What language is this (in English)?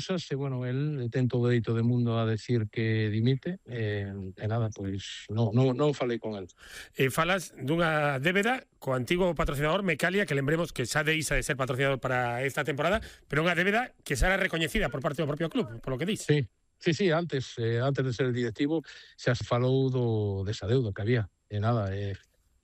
Galician